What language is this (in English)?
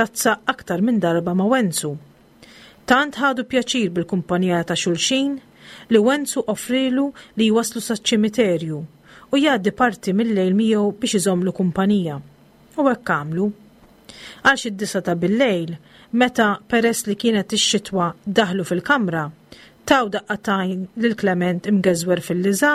Maltese